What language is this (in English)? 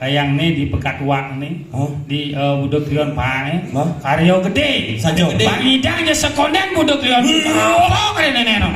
Balinese